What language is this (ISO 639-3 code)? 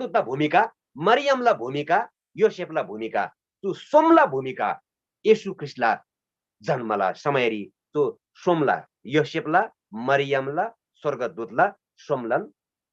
taj